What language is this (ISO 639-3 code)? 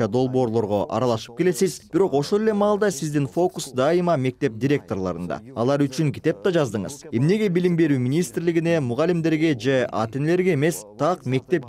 kir